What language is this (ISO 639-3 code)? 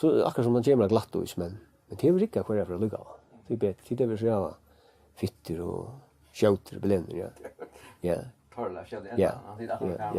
fao